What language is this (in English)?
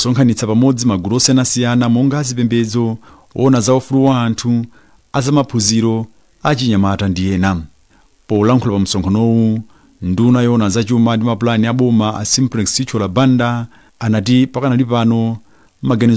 Nyanja